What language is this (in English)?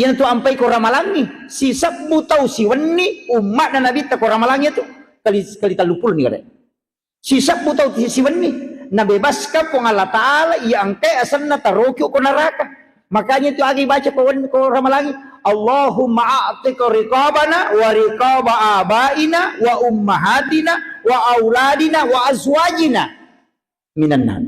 Buginese